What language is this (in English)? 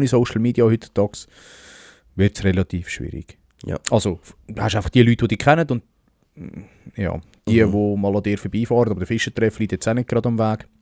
Swiss German